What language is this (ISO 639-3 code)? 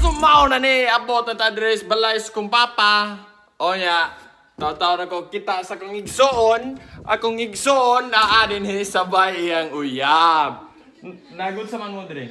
ceb